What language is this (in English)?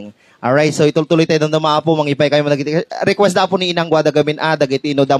Iloko